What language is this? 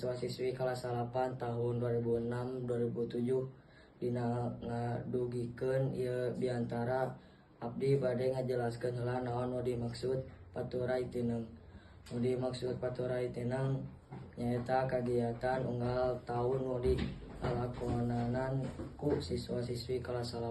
Sundanese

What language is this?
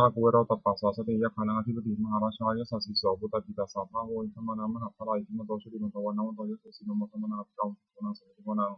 Pali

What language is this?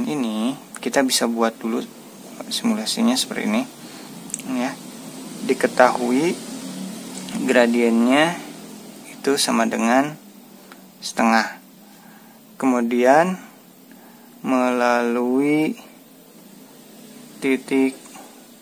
Indonesian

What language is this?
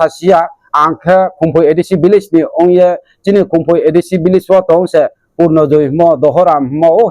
Riang (India)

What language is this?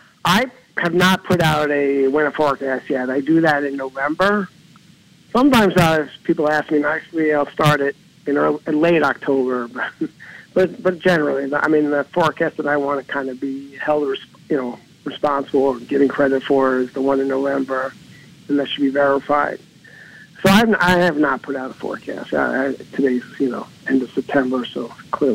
English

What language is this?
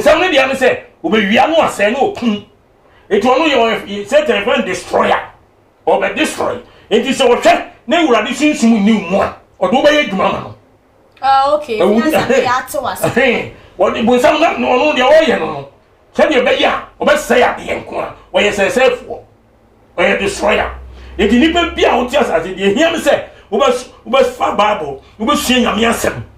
Akan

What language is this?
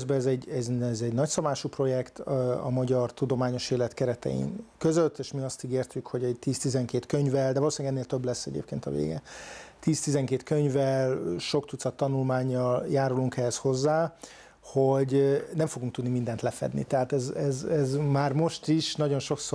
Hungarian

